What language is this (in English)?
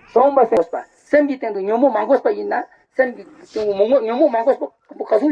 Ladakhi